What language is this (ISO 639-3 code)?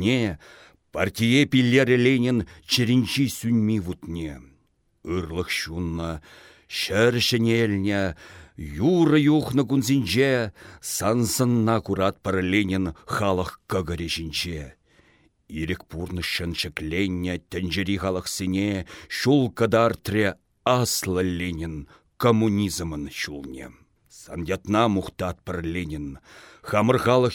chv